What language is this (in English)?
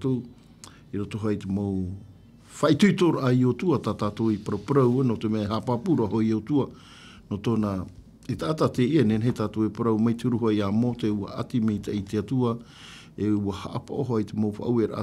Tahitian